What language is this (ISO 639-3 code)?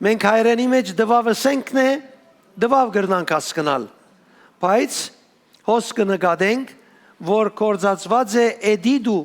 hyw